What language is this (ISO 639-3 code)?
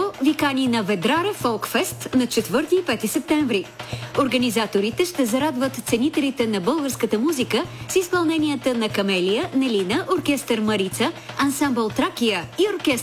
bul